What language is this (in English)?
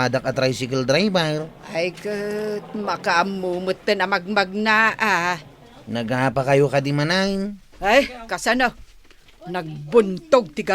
Iloko